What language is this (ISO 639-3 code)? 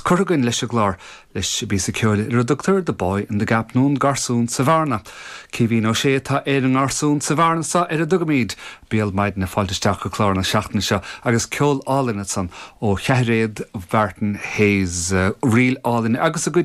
gle